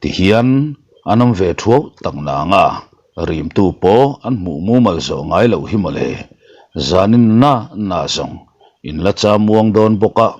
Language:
Mizo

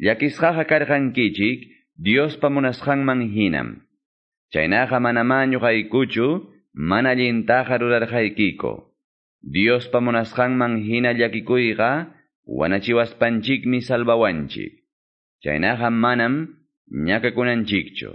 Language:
Quechua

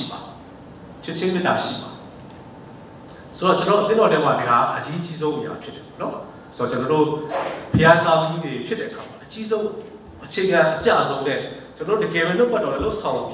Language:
Burmese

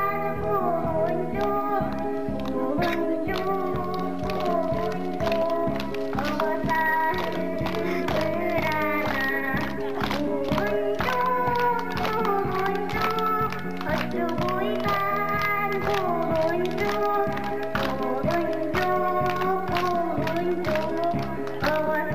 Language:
Yakut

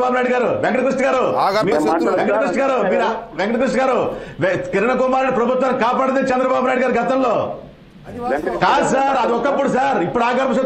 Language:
Telugu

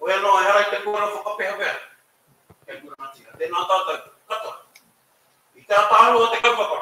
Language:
Māori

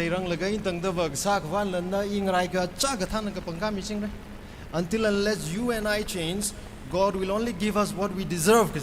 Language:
Tangkhul Naga (India)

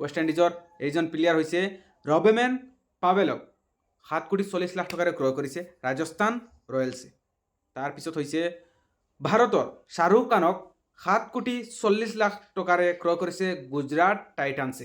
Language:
Assamese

